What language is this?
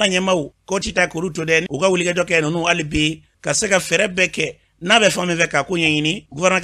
Bambara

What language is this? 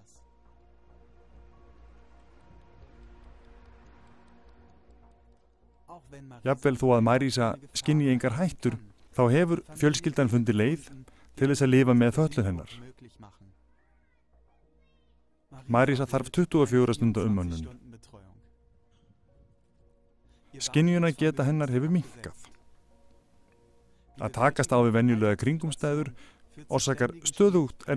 Icelandic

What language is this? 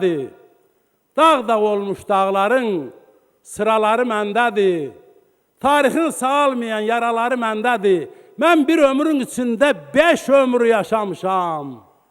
Azerbaijani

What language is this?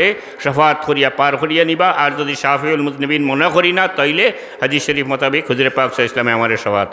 Sylheti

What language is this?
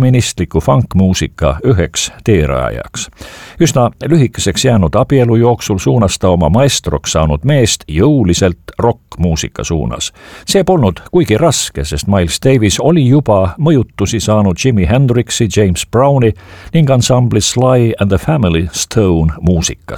Estonian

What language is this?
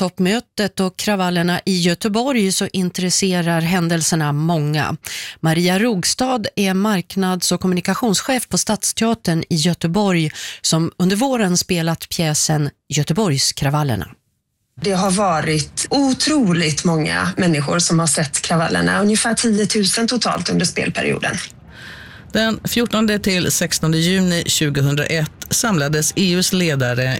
Swedish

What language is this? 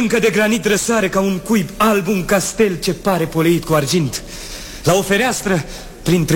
Romanian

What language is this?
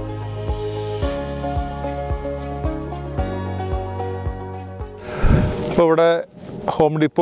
Malayalam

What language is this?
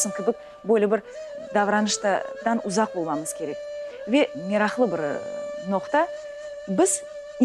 Crimean Tatar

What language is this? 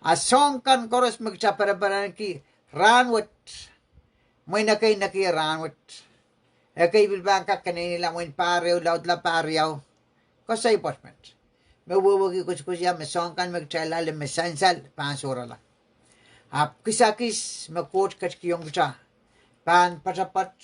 Pohnpeian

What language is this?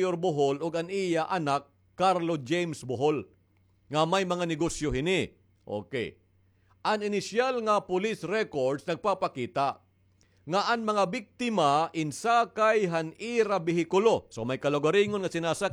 Waray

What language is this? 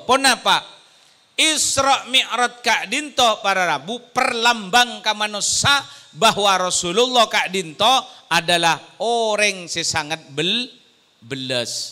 Madurese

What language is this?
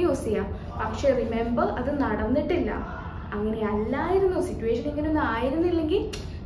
Malayalam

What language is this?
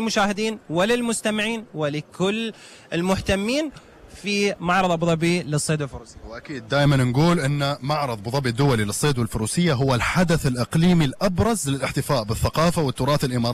Gulf Arabic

